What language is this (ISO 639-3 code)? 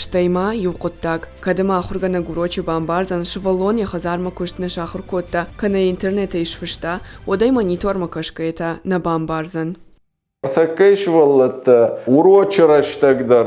oss